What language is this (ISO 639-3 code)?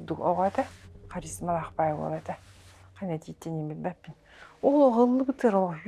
sah